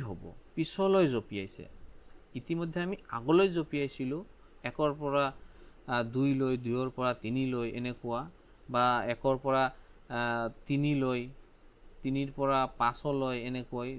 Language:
Assamese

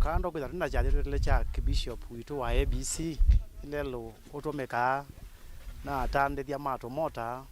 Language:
Kamba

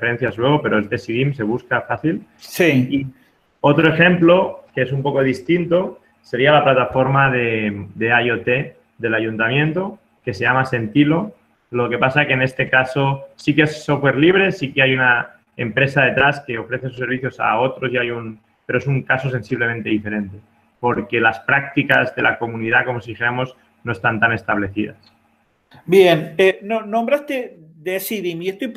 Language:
Spanish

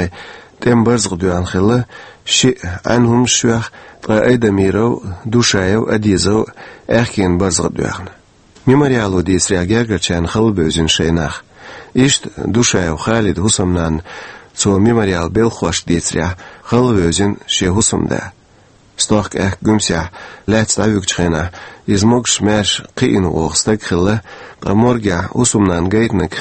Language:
Chechen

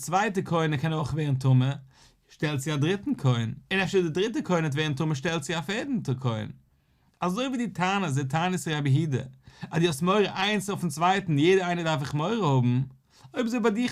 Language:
Yiddish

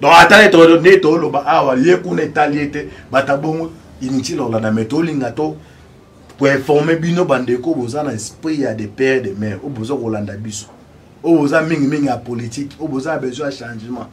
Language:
Lingala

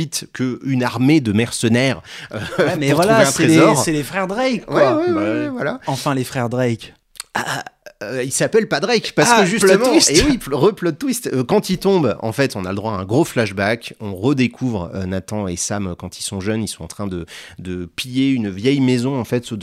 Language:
French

